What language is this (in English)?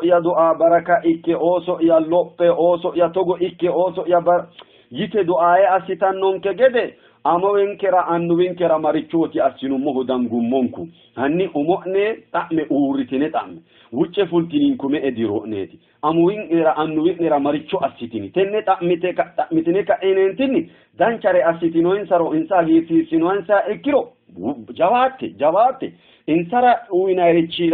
Sidamo